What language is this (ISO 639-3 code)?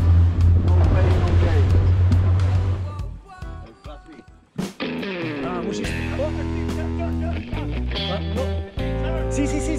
pol